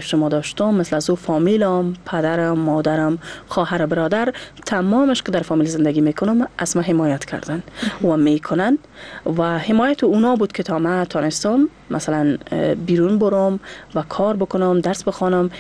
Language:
Persian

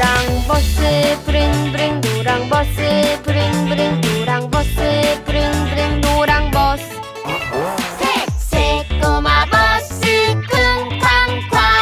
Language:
Korean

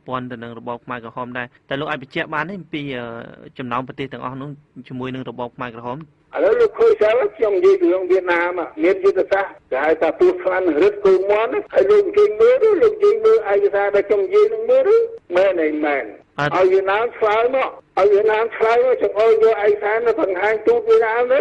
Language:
Khmer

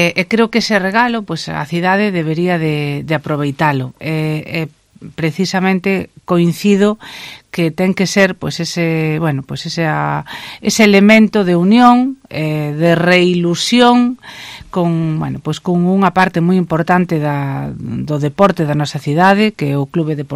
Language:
Galician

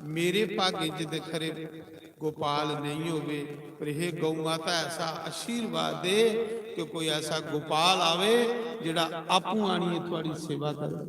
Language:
Dogri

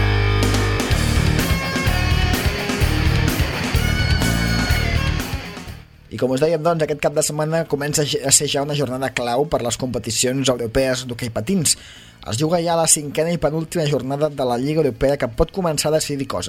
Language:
Catalan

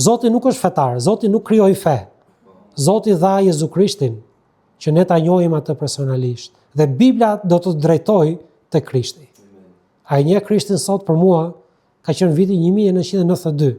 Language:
Albanian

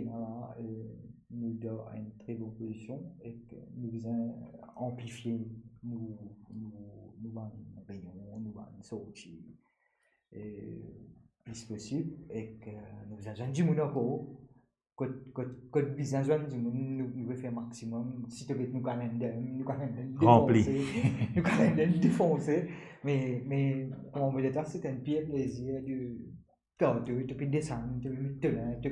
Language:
Morisyen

